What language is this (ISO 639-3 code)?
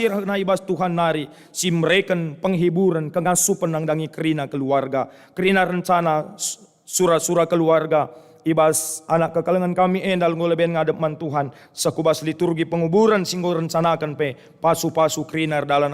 btx